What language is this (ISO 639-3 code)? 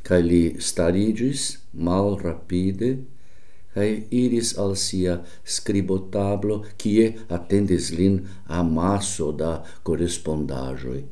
epo